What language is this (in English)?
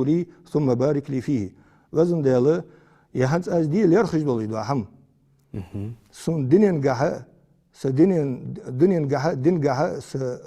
Ingush